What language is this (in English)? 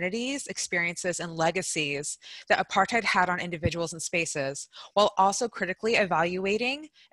English